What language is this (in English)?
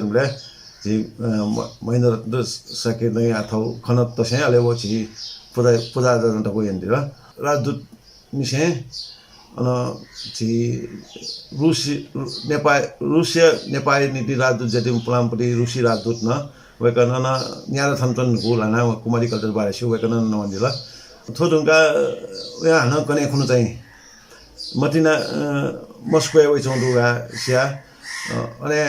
Newari